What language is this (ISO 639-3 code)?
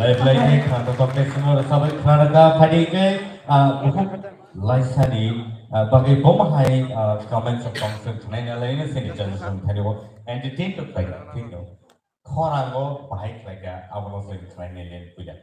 trp